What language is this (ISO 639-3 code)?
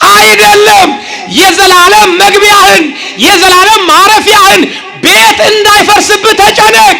amh